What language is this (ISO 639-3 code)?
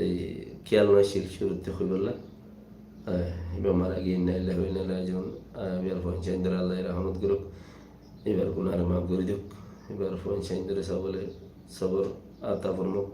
rhg